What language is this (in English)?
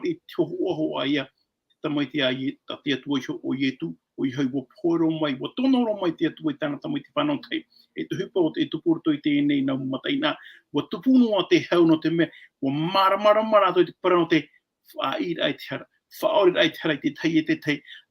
Tahitian